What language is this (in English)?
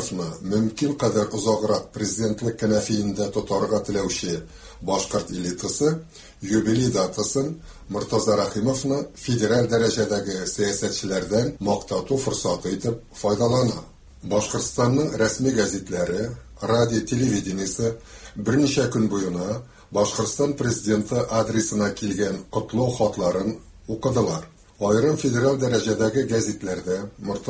Tatar